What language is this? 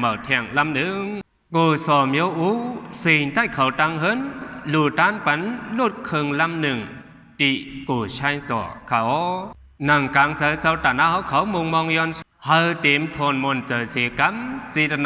Shan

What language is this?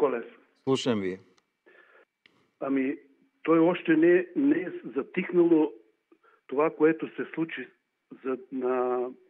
Bulgarian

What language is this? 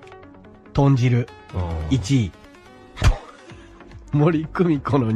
Japanese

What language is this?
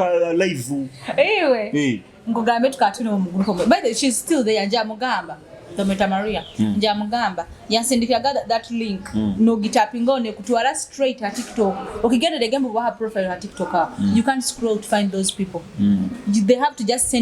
Nyoro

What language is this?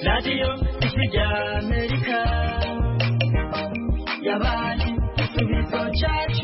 Kinyarwanda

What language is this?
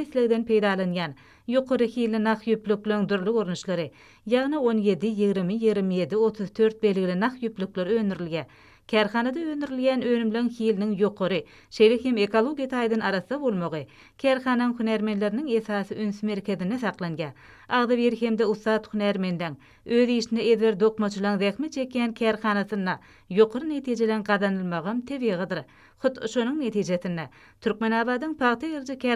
Turkmen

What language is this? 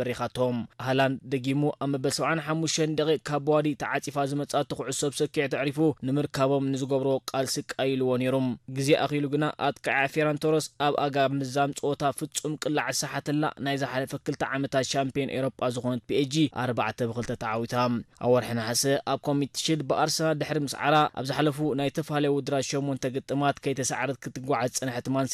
Tigrinya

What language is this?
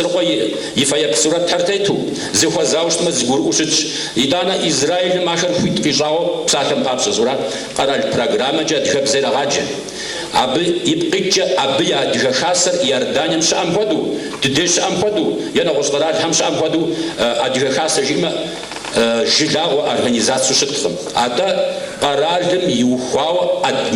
Kabardian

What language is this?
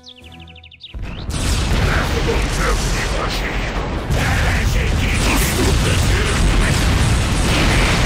Hungarian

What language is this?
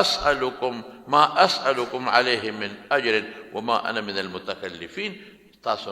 Pashto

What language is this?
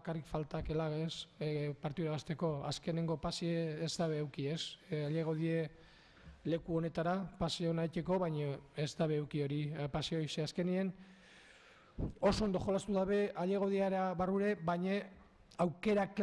Basque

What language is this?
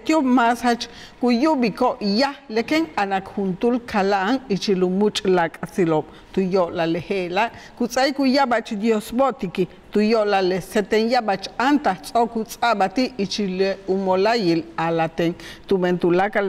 Yucateco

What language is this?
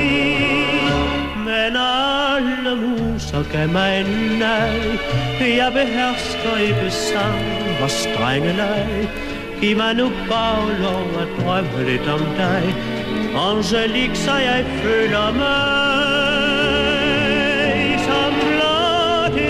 Danish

